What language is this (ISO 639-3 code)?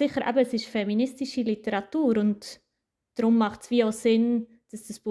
gsw